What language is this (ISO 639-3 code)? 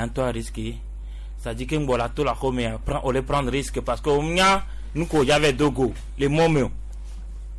gej